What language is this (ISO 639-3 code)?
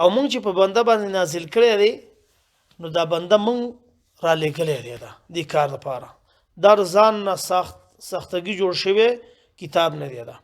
pus